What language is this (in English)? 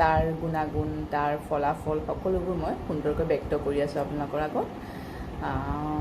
Assamese